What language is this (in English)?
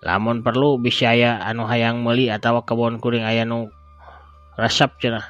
Sundanese